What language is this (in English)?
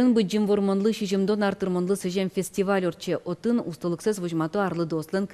Udmurt